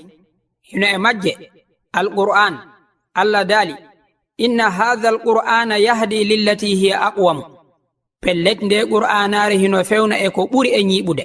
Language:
Fula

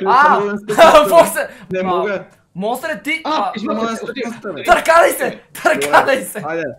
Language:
Bulgarian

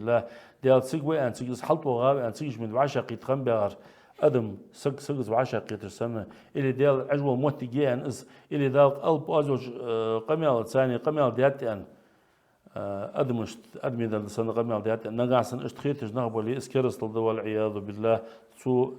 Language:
Ingush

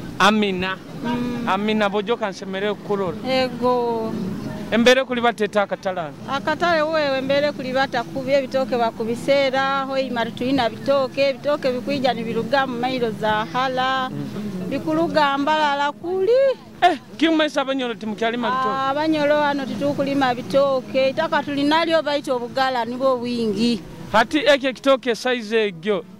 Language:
Nyoro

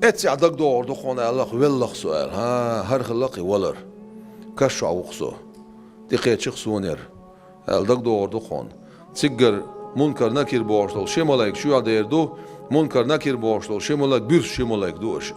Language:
Chechen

